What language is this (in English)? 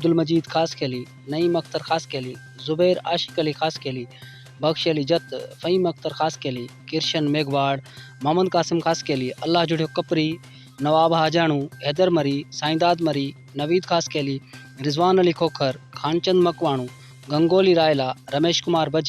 Sindhi